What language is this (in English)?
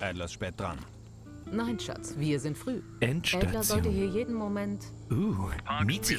Bavarian